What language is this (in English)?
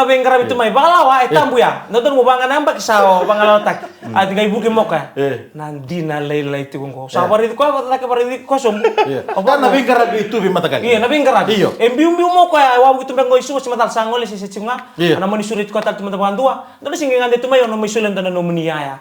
Fijian